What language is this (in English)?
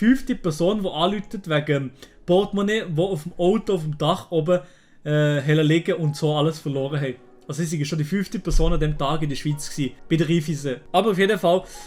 Swiss German